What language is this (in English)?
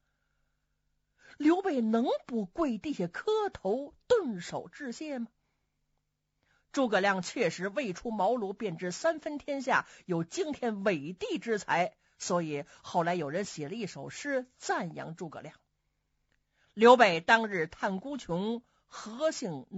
Chinese